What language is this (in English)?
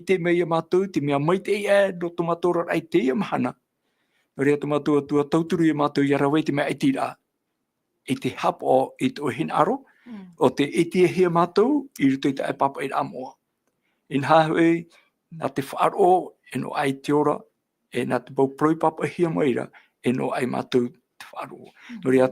Tahitian